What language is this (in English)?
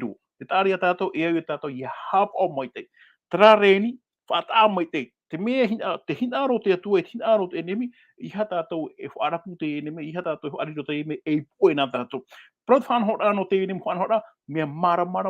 Tahitian